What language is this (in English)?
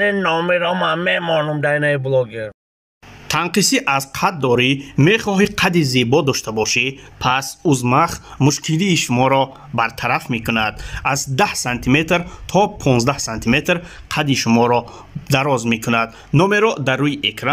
Tajik